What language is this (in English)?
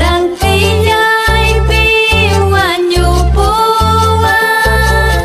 Ayacucho Quechua